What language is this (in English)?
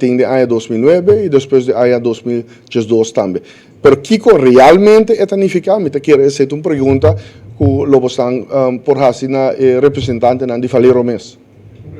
Papiamento